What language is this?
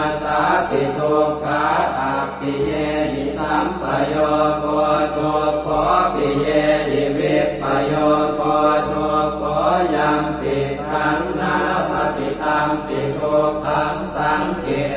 Pali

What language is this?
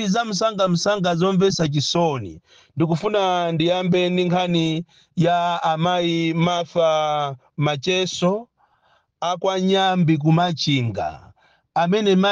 Nyanja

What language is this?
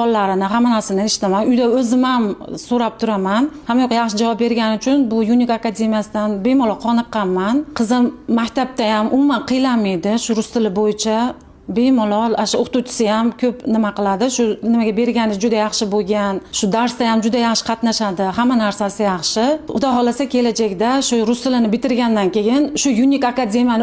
Uzbek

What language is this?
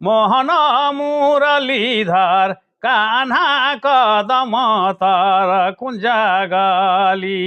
Sadri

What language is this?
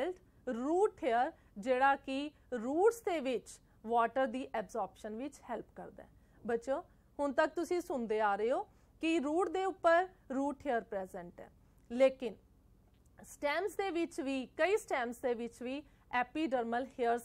Punjabi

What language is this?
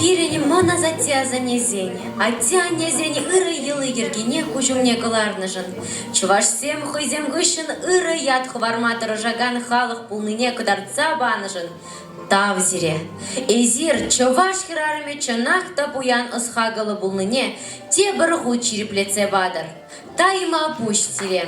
Chuvash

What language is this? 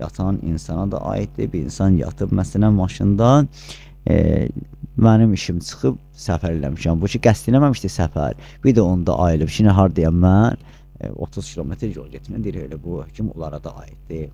Azerbaijani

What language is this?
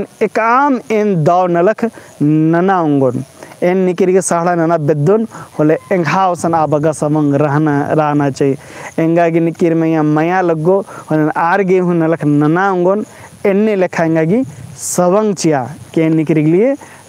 Kurukh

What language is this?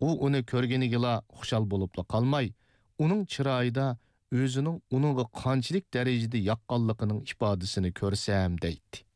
Uyghur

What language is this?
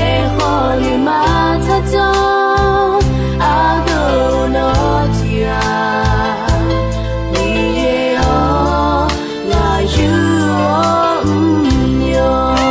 Akha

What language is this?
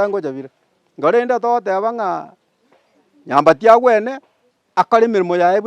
Gusii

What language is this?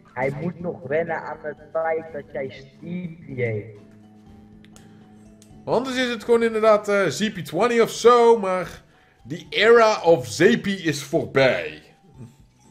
Dutch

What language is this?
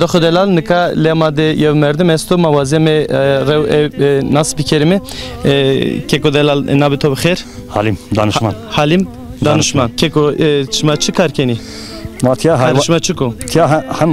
Zaza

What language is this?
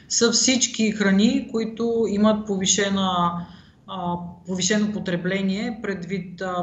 Bulgarian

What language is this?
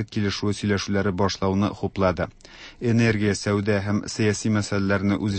Tatar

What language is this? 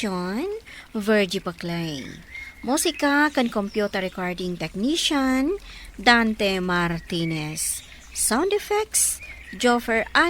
Iloko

